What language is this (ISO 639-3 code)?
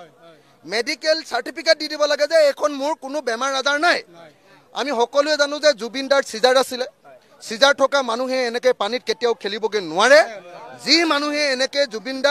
asm